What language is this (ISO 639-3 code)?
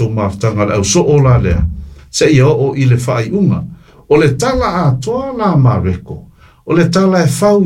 smo